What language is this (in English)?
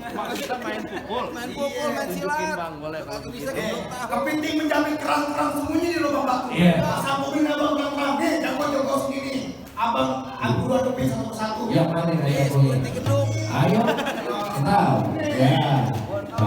Betawi